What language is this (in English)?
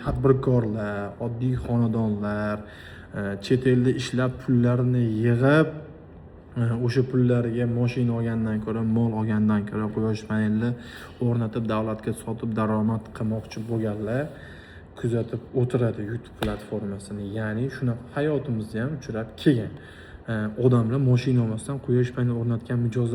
Uzbek